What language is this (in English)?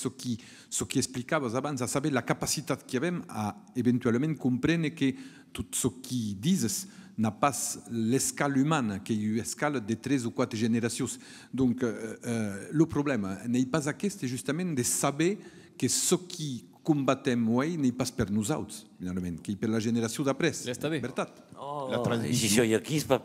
Occitan